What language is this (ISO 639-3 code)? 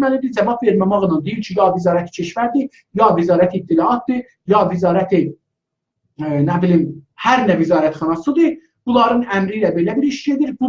azb